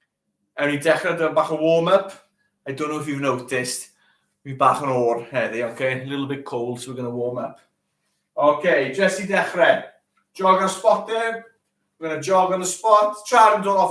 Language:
Welsh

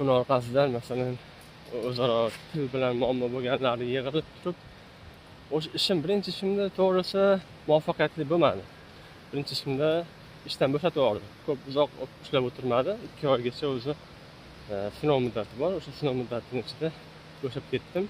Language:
Uzbek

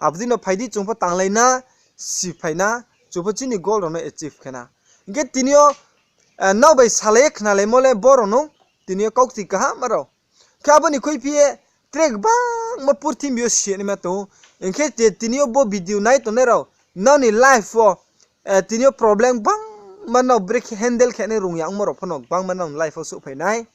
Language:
Riang (India)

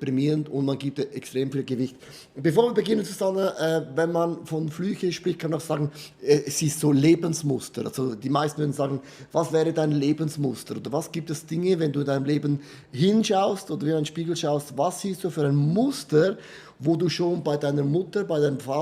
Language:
Swiss German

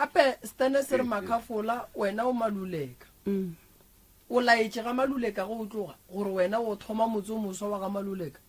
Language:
Northern Sotho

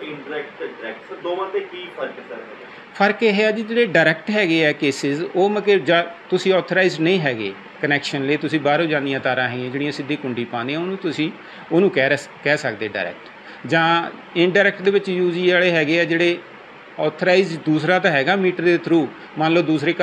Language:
Punjabi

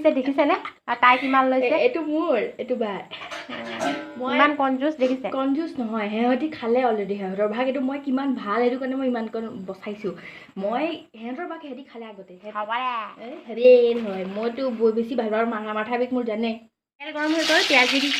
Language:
Assamese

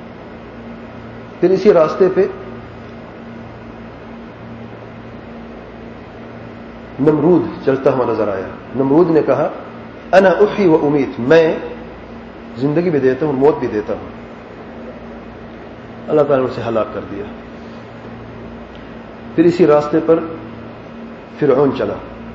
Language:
Urdu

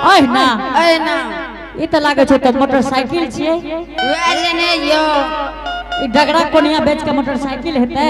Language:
Angika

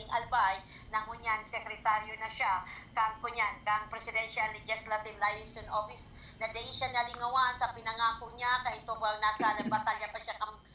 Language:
Bikol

